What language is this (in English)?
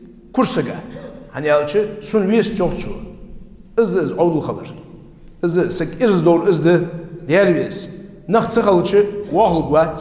Ingush